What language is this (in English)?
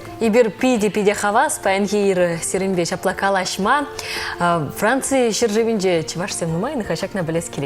Chuvash